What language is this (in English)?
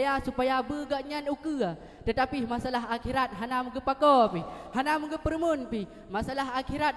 Achinese